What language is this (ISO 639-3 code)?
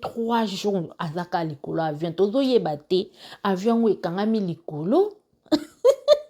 lin